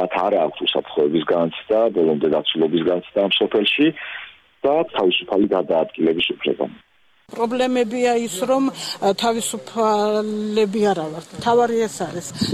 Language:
Georgian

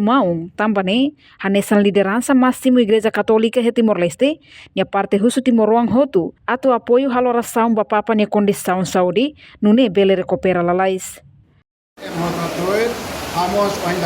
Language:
Tetum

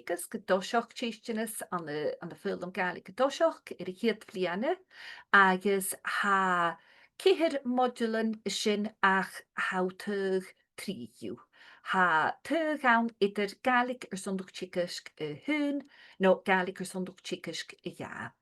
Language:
Scottish Gaelic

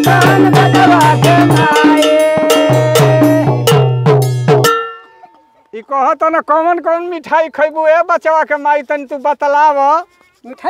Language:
Bhojpuri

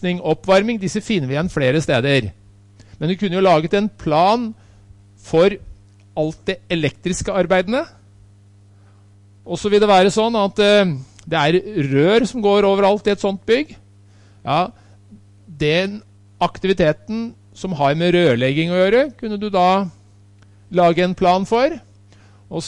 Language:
Norwegian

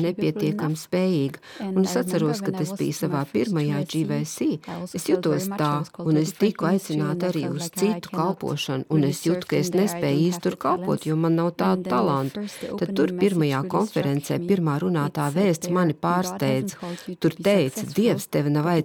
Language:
Latvian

